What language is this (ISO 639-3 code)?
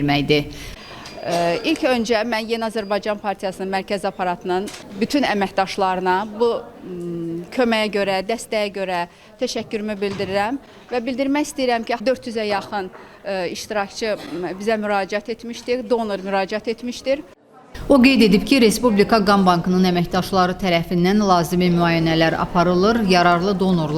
aze